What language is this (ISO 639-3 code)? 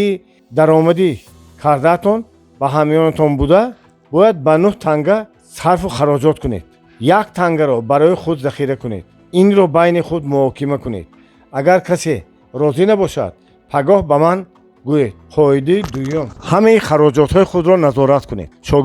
tgk